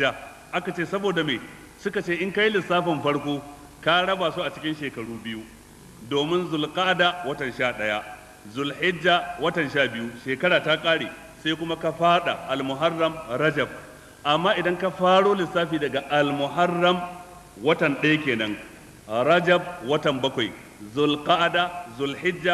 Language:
Hausa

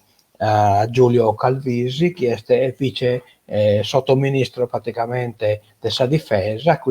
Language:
Sardinian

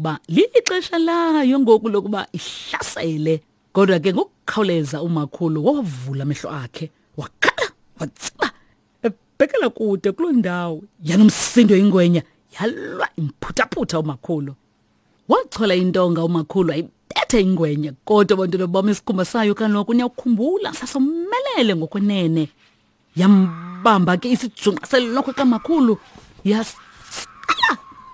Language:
Xhosa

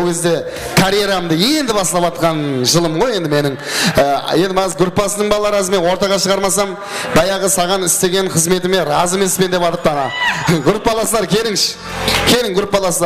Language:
Kara-Kalpak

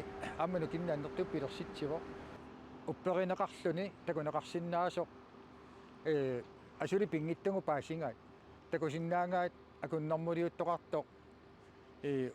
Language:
Kalaallisut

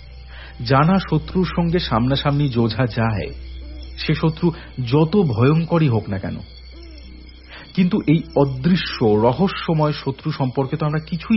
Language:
Bangla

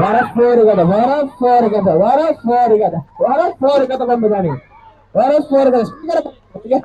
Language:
Divehi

